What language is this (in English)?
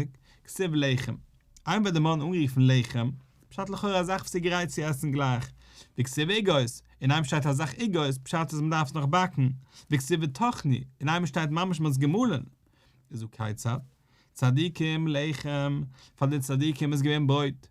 Yiddish